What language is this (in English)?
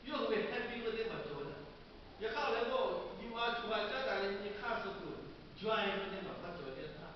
Lahu